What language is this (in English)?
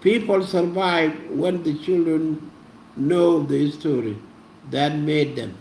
Nuer